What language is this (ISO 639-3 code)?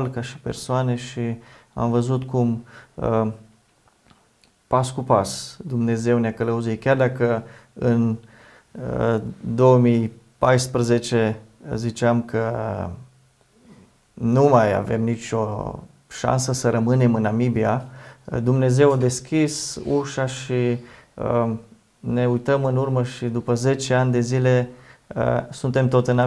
ron